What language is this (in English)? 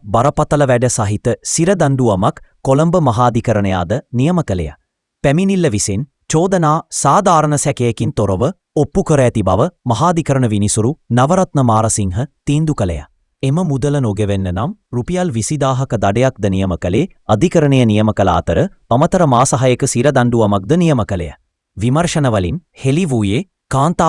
Sinhala